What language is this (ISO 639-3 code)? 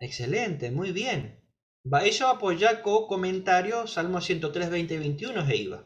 grn